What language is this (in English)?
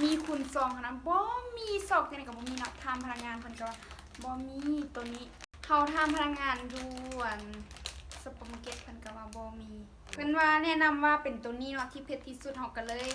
Lao